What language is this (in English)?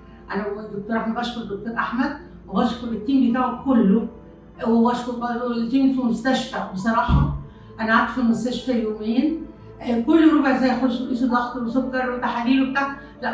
Egyptian Arabic